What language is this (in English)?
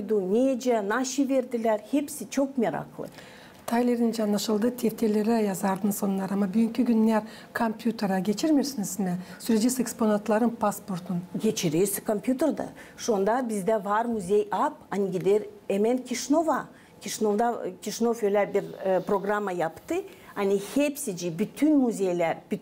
Gagauz